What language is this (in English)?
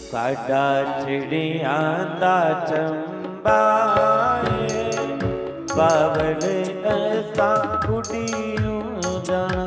Dogri